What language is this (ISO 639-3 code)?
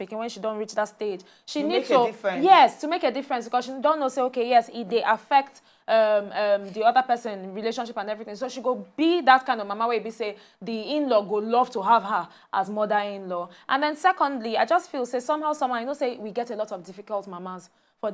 pcm